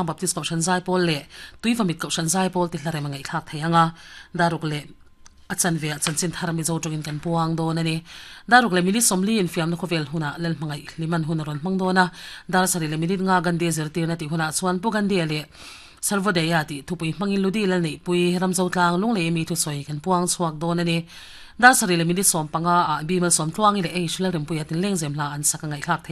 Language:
Mizo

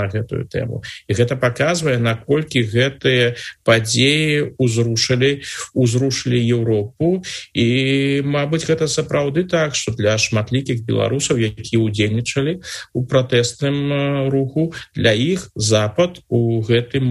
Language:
Belarusian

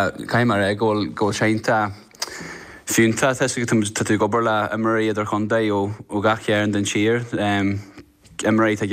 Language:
Irish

